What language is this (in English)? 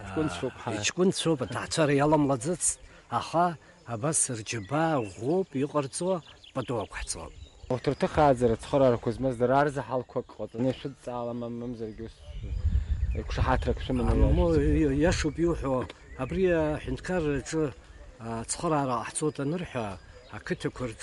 Abkhazian